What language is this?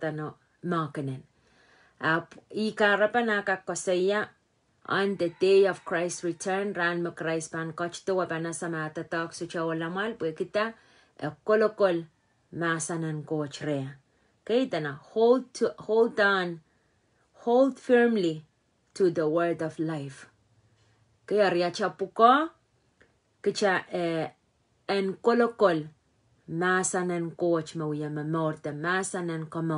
Pohnpeian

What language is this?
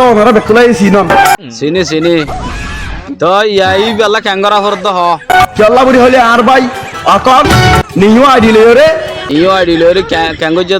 Rohingya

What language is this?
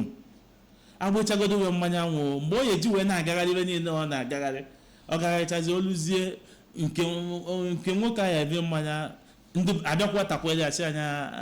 Igbo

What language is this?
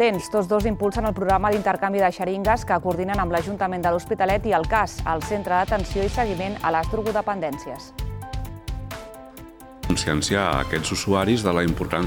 Catalan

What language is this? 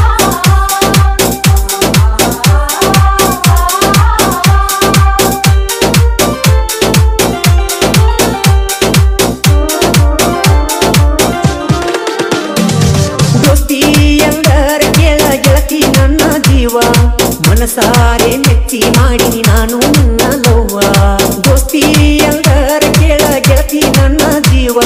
Kannada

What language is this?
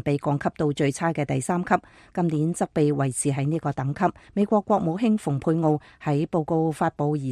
Cantonese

